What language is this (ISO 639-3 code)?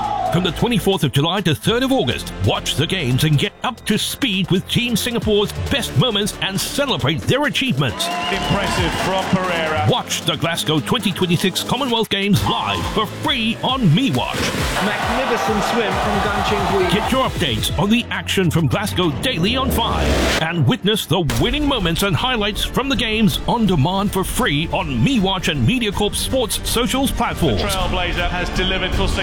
eng